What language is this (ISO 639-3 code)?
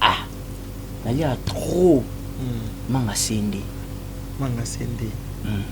lin